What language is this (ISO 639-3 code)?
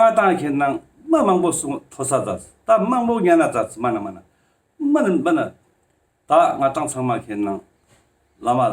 lbj